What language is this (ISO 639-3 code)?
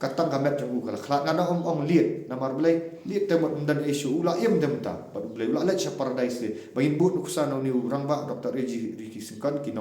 kha